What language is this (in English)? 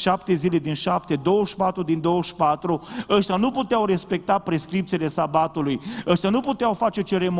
Romanian